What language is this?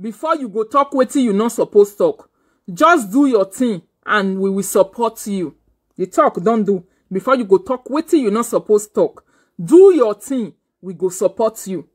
Nigerian Pidgin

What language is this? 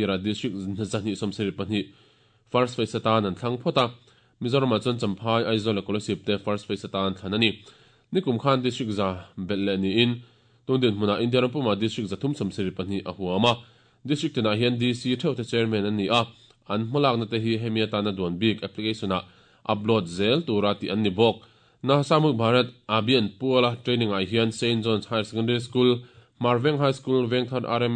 Mizo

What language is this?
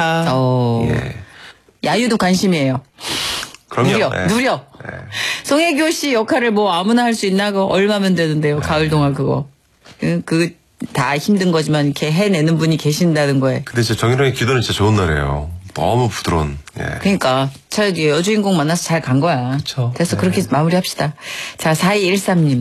Korean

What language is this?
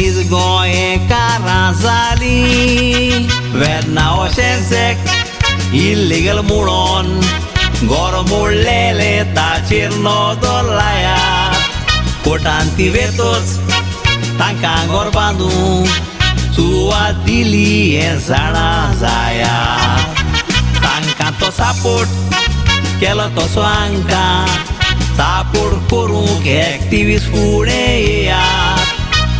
Konkani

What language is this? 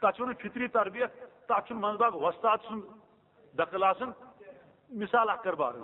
Kashmiri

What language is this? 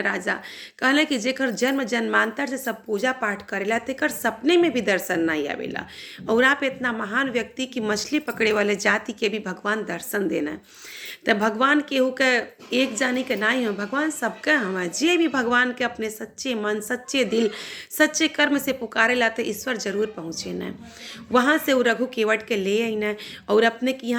Bhojpuri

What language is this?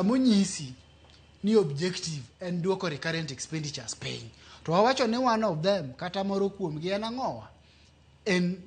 Luo (Kenya and Tanzania)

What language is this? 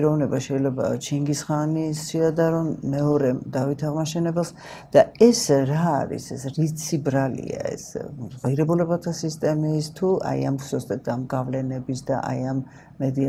Georgian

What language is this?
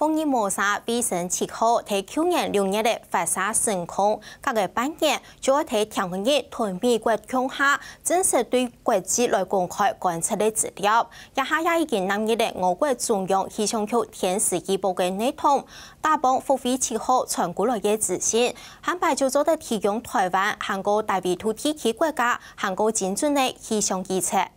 Hakka Chinese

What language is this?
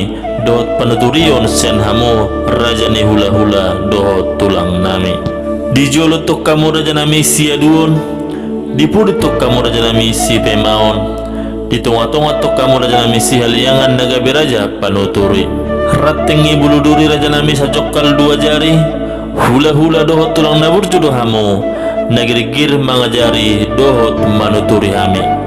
Batak Toba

